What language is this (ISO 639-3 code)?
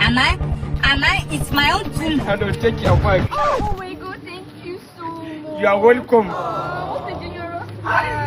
pcm